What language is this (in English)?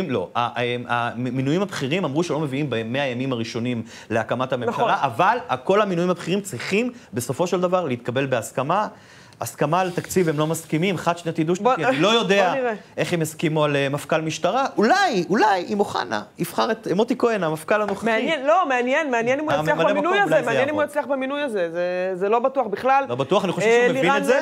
Hebrew